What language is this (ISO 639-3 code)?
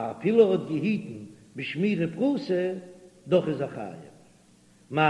yid